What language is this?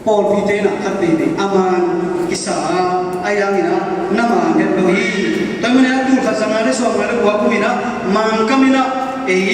Tedim Chin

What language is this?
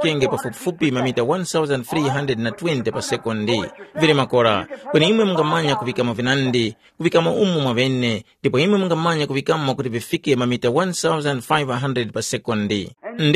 Tumbuka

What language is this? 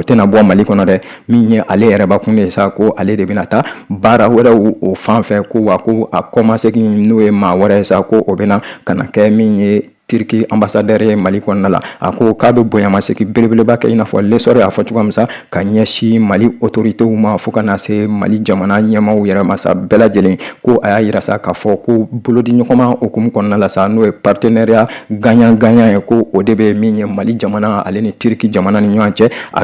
Bambara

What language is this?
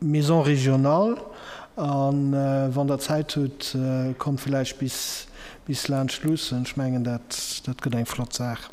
Luxembourgish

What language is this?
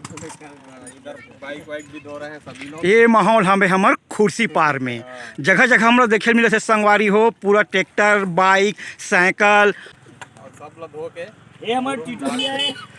Chhattisgarhi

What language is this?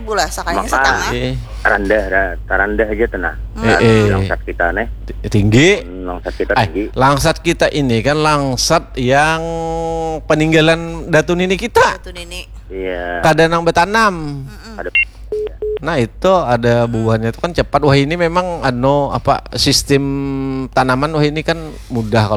Banjar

